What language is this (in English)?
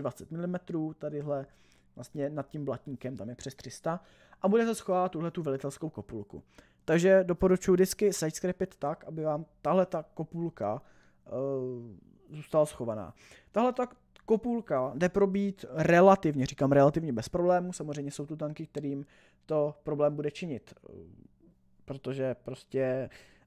Czech